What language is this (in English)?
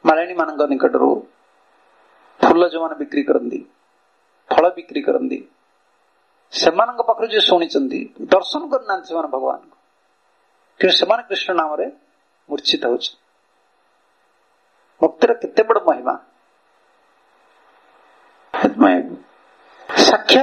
Odia